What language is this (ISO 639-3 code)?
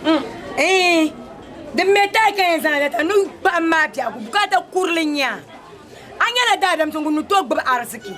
dag